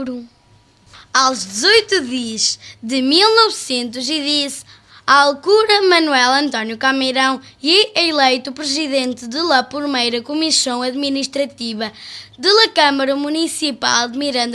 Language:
Mirandese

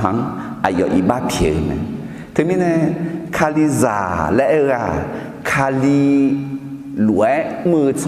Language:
Akha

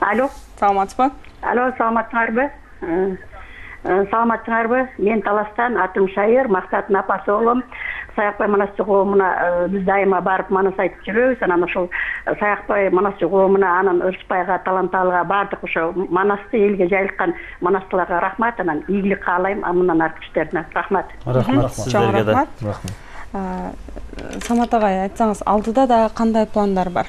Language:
Kyrgyz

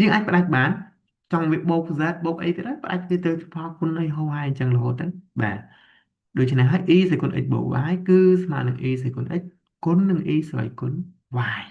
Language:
Khmer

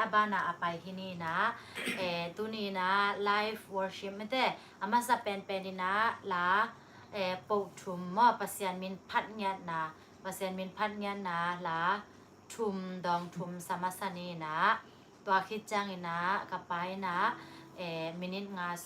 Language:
Tedim Chin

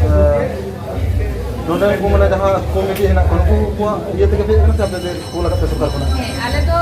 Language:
Santali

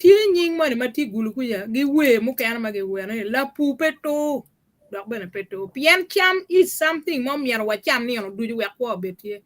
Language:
Acoli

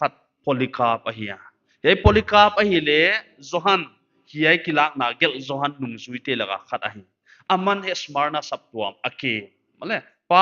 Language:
Paite Chin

